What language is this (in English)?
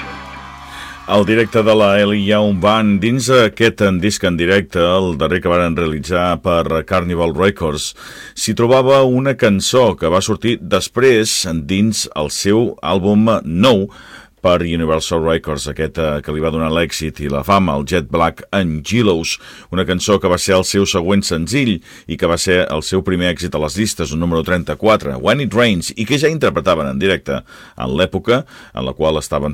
Catalan